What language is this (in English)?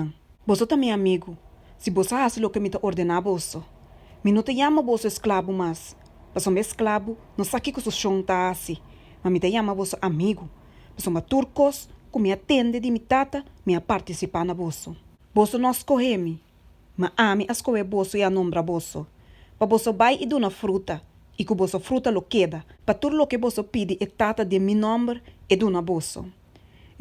Papiamento